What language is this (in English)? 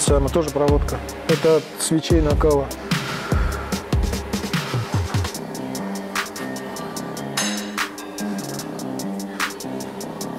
Russian